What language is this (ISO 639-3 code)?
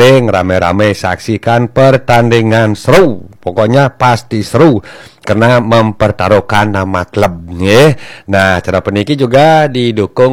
ban